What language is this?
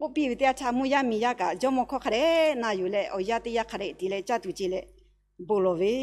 Lahu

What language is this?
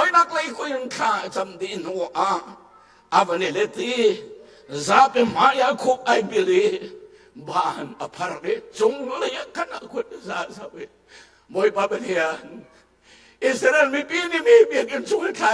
Hakha Chin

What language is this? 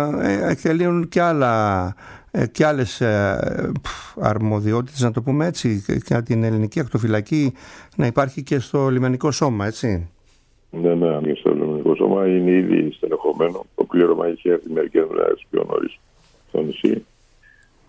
Greek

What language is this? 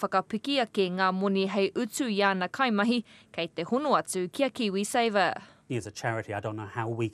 Māori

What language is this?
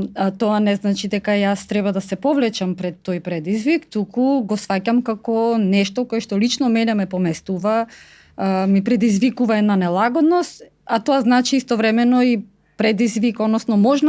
Macedonian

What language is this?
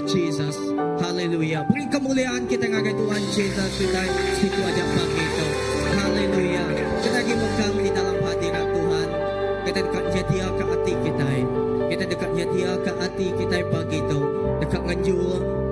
Iban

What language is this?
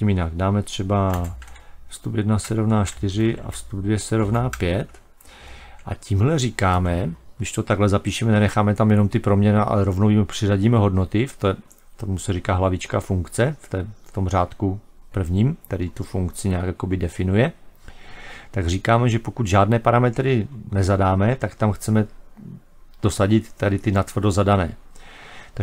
Czech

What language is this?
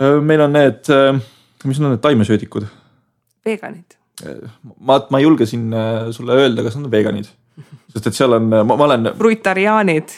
Estonian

